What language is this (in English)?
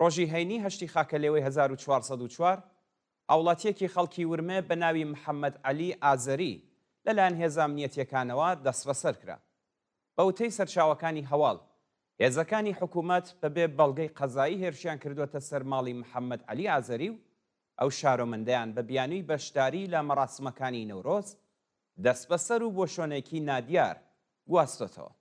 Central Kurdish